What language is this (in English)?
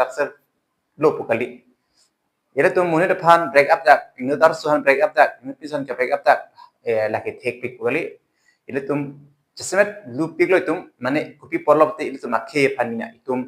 Karbi